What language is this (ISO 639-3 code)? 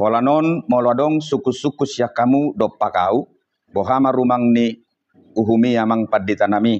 bbc